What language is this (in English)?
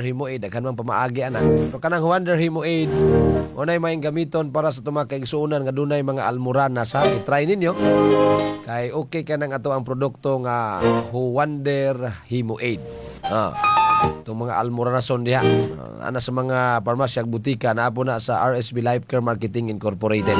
Cebuano